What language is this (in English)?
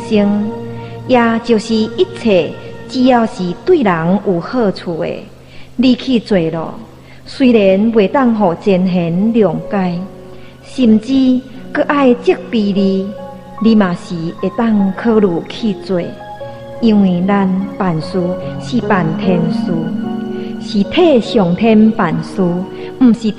Min Nan Chinese